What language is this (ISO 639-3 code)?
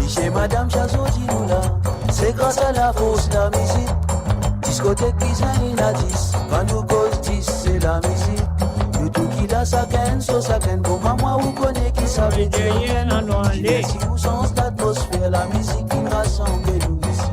mfe